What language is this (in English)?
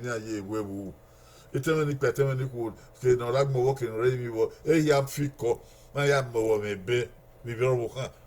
Bini